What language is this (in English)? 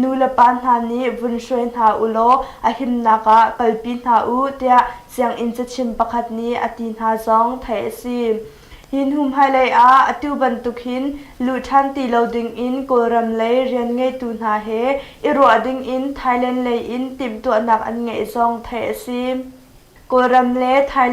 Hakha Chin